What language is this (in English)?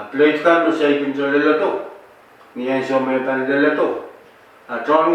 Pohnpeian